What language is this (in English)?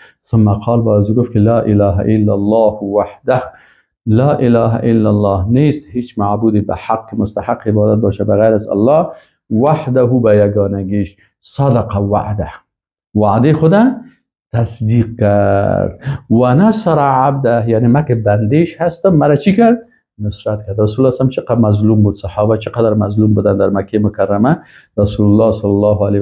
Persian